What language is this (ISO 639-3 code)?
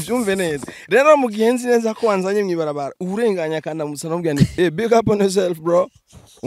run